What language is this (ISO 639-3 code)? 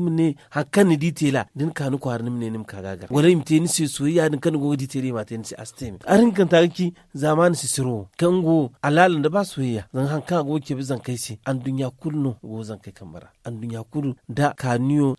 dje